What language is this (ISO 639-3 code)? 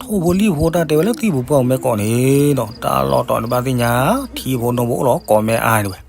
ksw